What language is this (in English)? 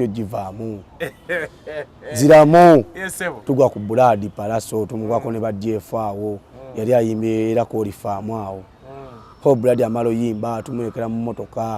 Ganda